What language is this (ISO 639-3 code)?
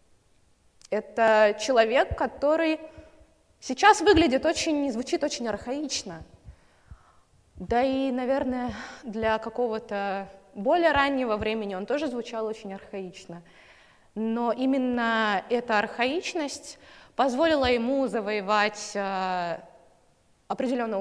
rus